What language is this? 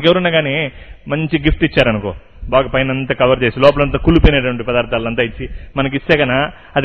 Telugu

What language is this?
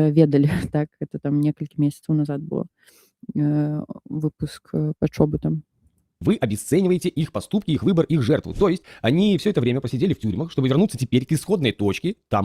Belarusian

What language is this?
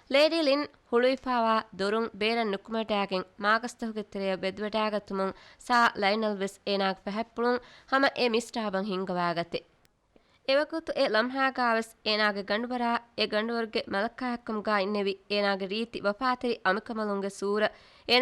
Divehi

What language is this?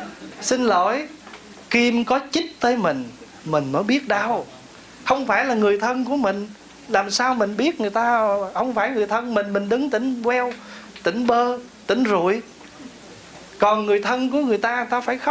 Vietnamese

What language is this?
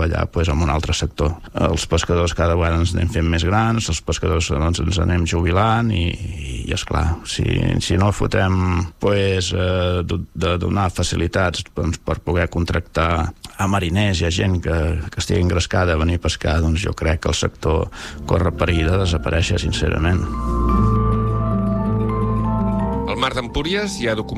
Catalan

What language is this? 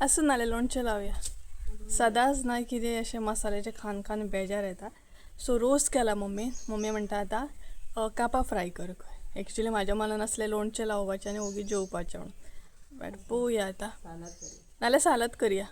Konkani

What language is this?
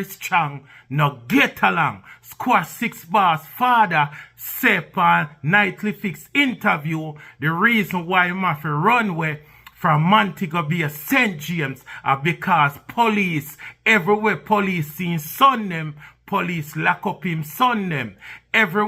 Jamaican Creole English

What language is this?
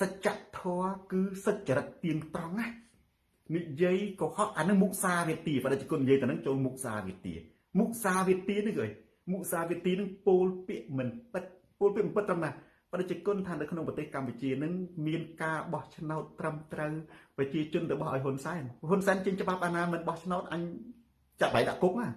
Khmer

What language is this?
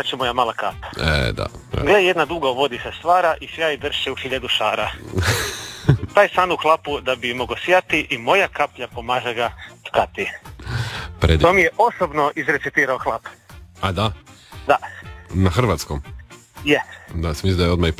Croatian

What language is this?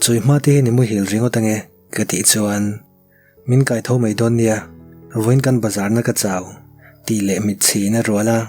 Mizo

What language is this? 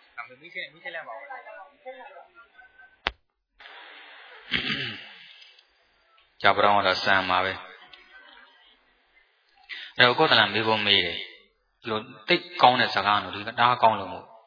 Burmese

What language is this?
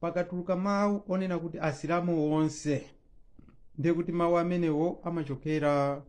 Nyanja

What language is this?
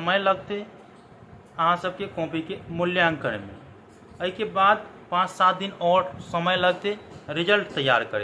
Maithili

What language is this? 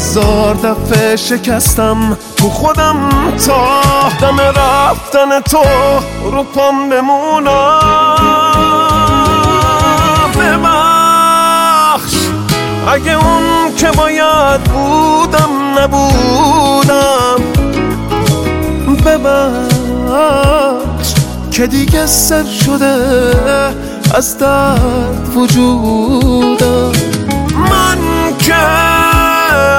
Persian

